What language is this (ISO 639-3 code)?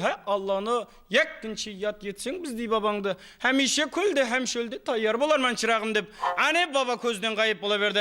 kaa